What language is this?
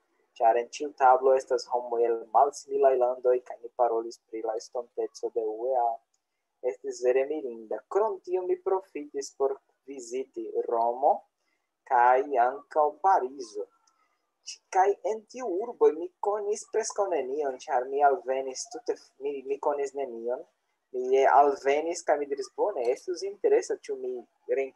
Esperanto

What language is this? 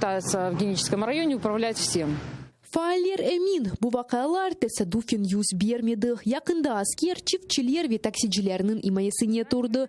Crimean Tatar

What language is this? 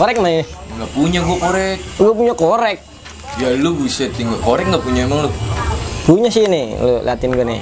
Betawi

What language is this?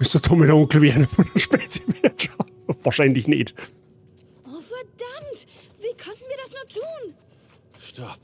Bavarian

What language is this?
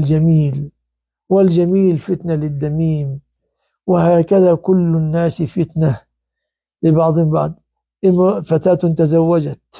Arabic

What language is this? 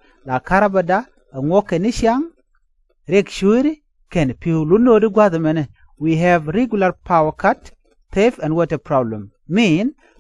Nuer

